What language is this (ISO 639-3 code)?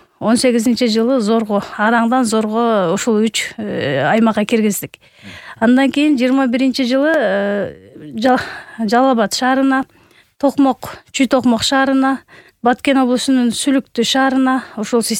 kir